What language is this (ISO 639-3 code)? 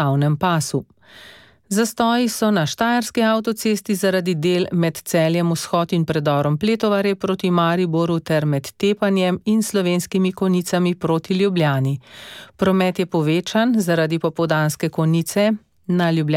slv